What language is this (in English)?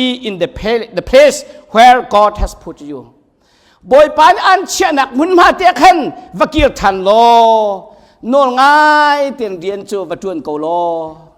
Hakha Chin